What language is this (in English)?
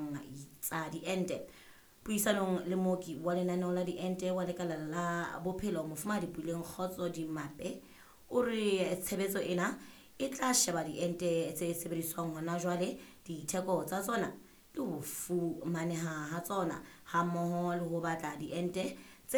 Southern Sotho